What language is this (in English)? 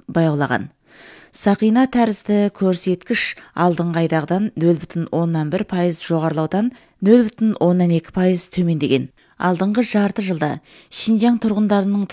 Kazakh